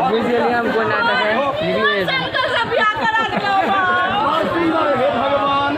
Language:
Maithili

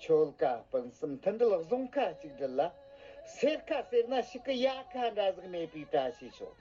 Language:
Tibetan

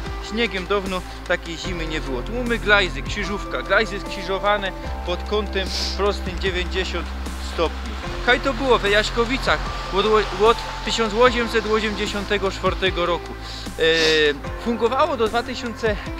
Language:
Silesian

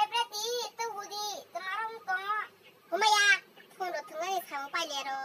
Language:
Kok Borok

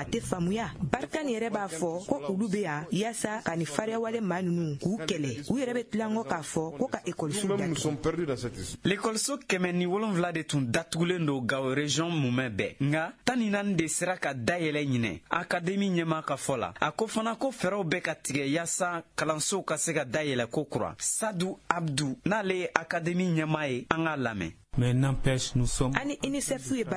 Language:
Bambara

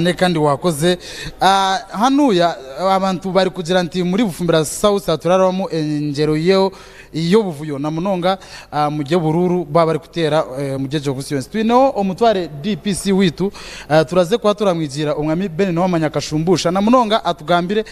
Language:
Nyankole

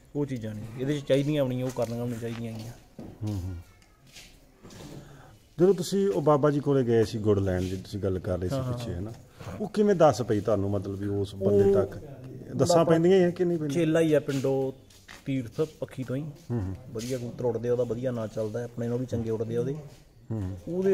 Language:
Punjabi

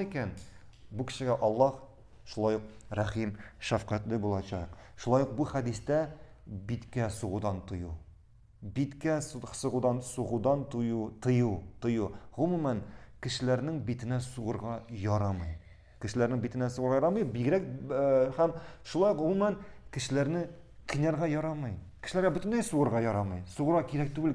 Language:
Tatar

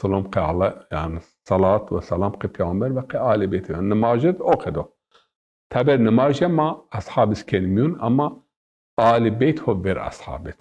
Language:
Zaza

